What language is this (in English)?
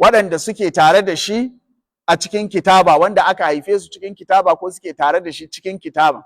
Hausa